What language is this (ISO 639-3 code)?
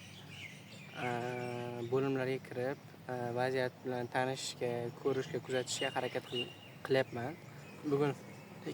uzb